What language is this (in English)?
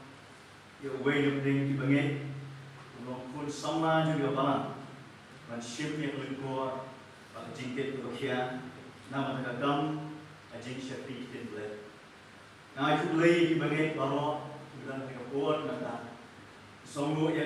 Khasi